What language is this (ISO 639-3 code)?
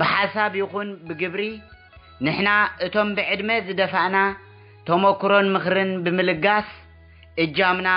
tir